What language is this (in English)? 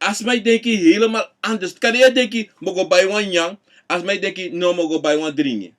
Sranan Tongo